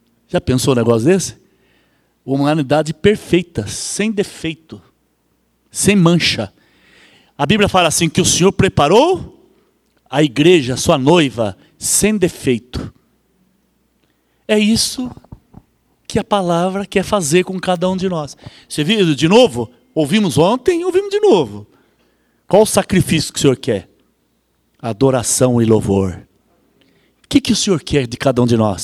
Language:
Portuguese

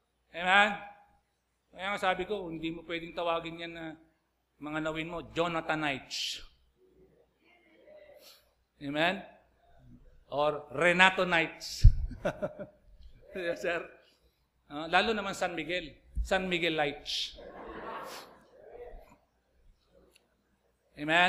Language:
Filipino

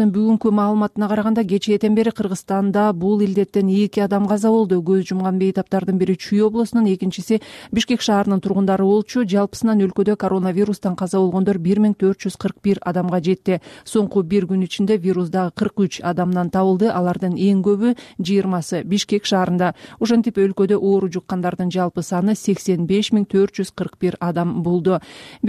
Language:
Kyrgyz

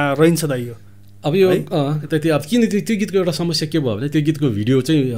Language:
Nepali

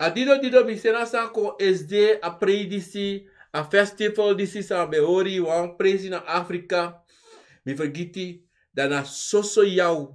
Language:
Sranan Tongo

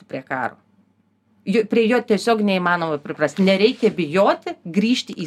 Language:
Lithuanian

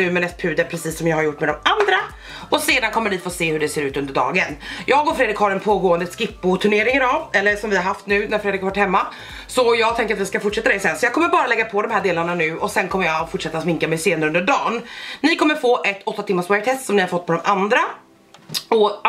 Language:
Swedish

